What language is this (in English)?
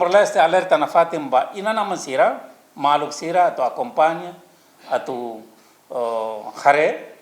Tetum